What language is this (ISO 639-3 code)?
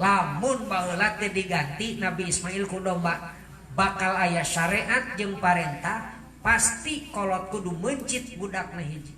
sun